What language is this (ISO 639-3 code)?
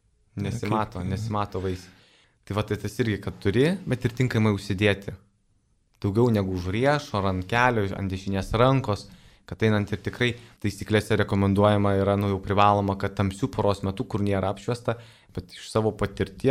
lit